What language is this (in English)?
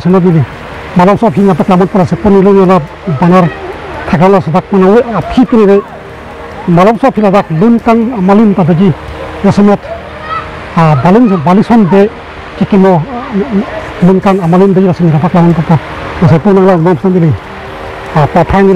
Karbi